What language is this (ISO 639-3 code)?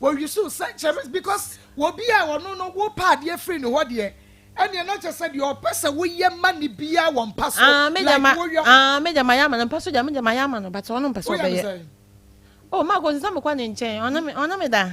aka